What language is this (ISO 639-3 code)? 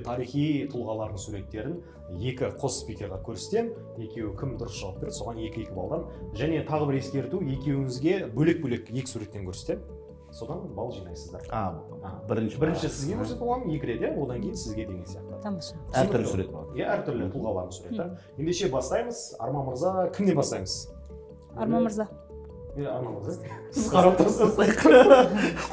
kaz